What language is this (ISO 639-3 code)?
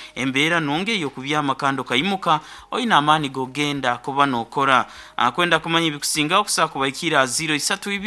nyn